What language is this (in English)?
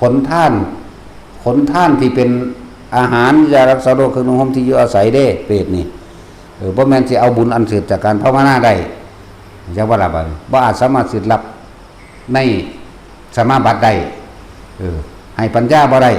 Northeastern Thai